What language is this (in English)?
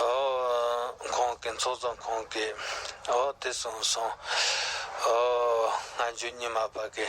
Tibetan